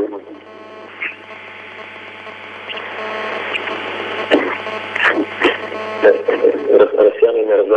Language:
Bulgarian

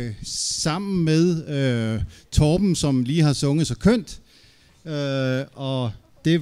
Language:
Danish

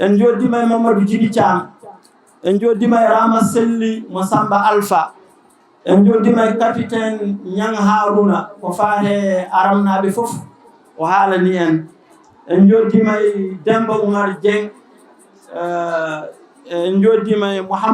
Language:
Fula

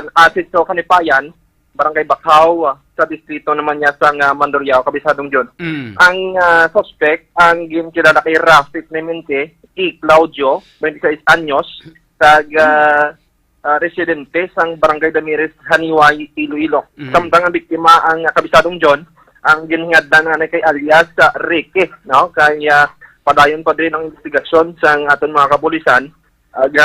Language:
Hiligaynon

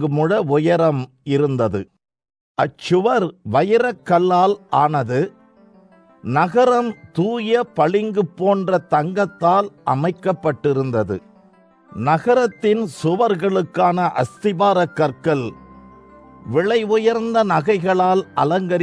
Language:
Tamil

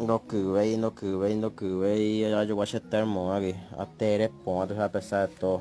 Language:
Guarani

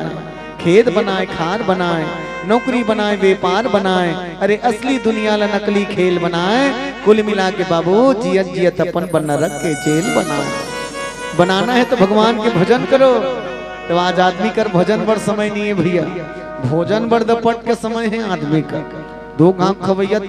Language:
Chhattisgarhi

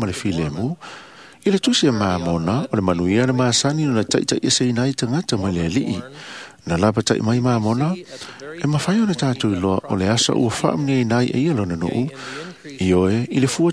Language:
Samoan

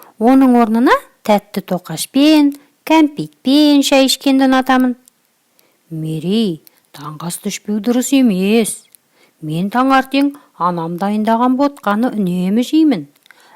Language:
Kazakh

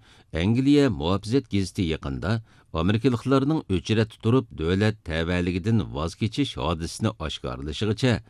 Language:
Uyghur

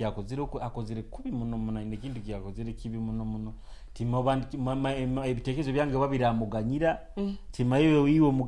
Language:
Nyoro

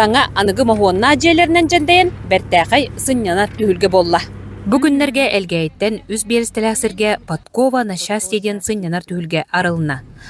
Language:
Yakut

